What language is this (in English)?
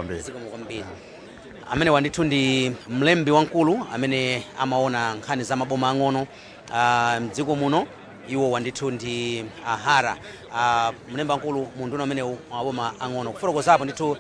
Nyanja